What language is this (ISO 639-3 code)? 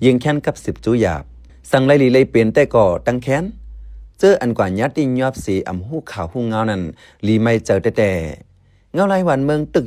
shn